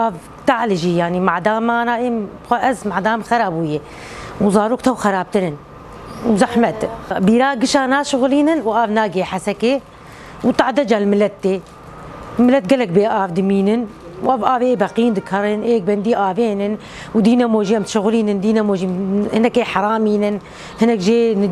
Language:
Kurdish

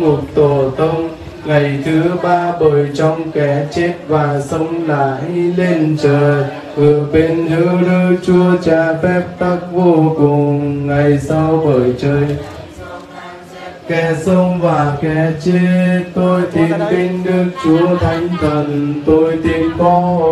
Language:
Vietnamese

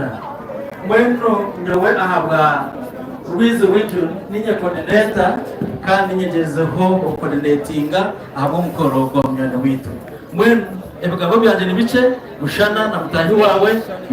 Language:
Nyankole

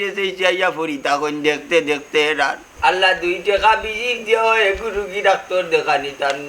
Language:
Sylheti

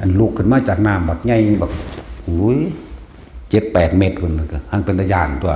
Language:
Northeastern Thai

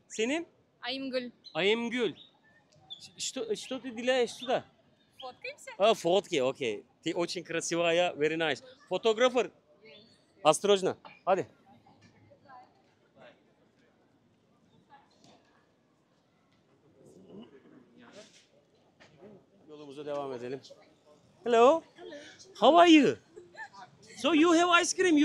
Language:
Turkish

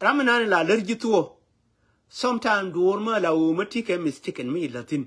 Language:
Nuer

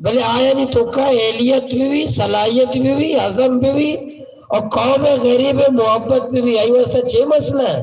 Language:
Baluchi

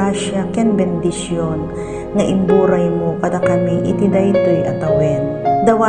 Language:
Iloko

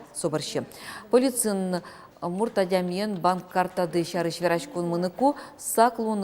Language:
Udmurt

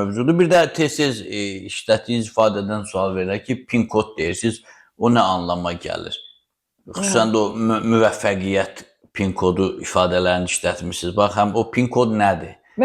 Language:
Azerbaijani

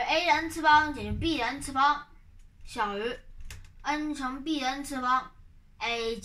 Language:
Chinese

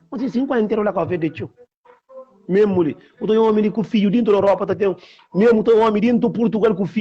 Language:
Kabuverdianu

